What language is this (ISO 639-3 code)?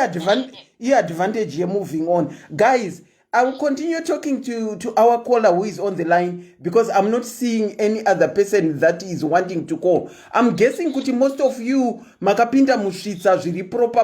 sna